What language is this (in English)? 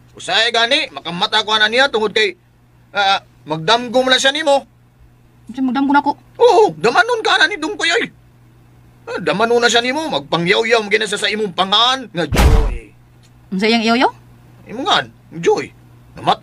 Cebuano